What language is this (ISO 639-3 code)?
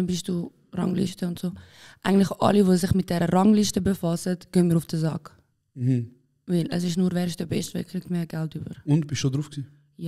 gsw